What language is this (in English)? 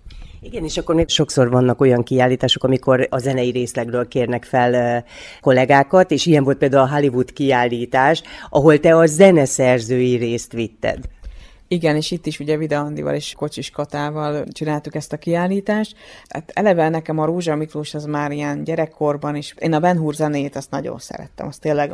Hungarian